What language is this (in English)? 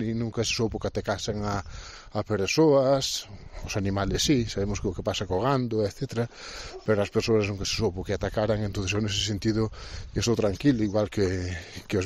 Galician